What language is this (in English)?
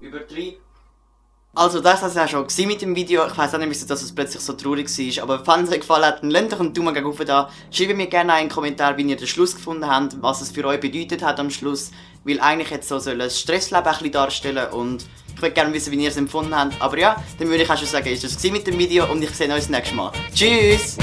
Swiss German